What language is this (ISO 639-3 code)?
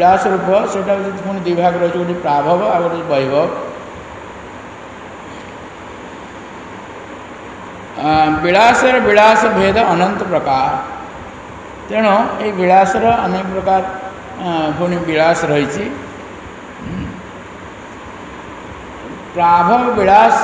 ori